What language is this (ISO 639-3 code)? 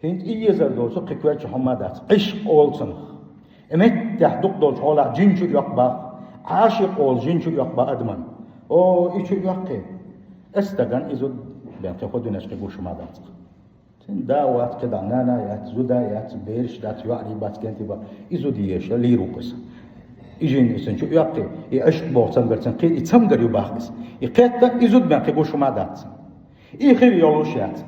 che